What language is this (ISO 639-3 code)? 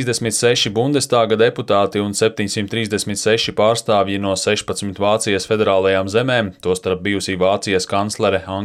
lav